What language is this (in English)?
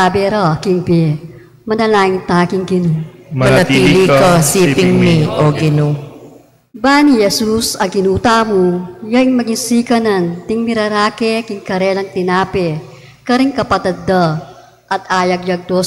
Pampanga